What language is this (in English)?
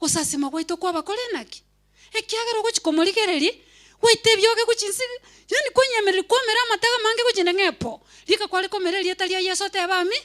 Gusii